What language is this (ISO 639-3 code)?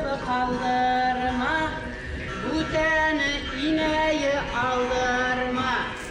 bak